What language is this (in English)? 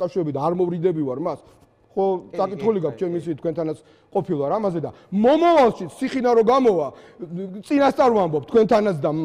Georgian